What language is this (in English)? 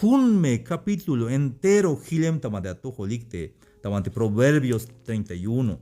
Tzeltal